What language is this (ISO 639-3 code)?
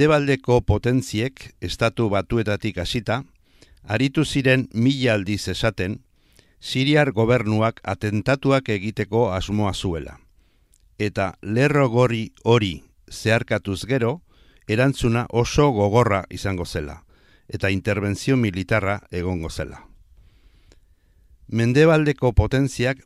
eus